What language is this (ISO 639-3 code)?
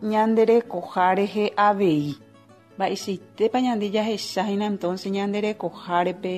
grn